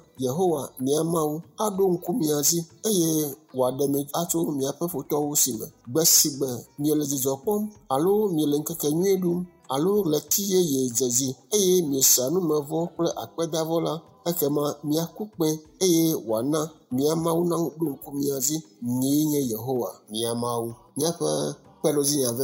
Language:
Ewe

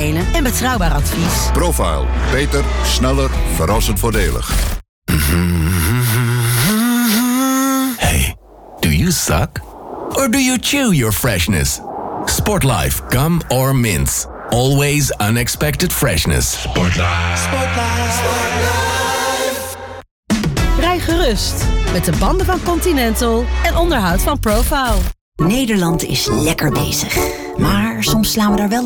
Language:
Dutch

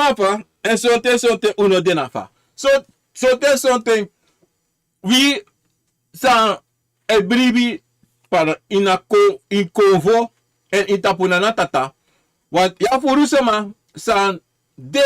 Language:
Sranan Tongo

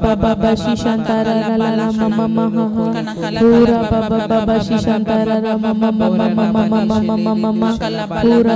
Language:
Tem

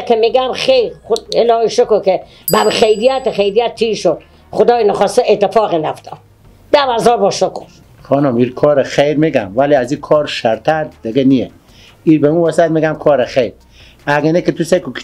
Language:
Persian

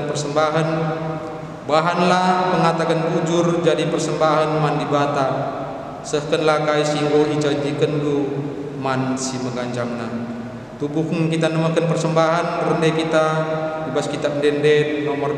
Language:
Batak Karo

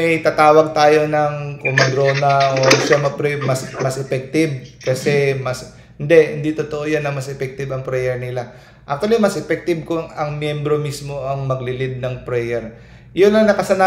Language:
Filipino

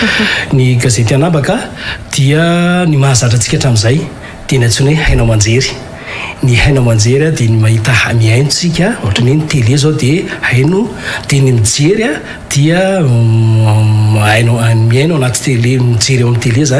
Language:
Malagasy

